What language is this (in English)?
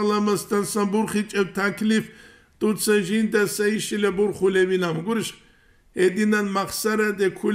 Avaric